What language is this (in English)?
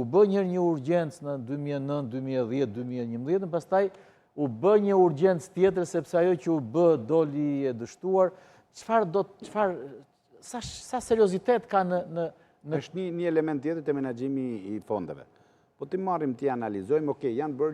Albanian